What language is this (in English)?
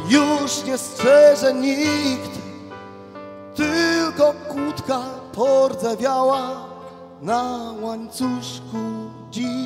Polish